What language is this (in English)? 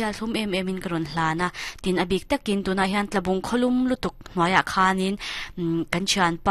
Mizo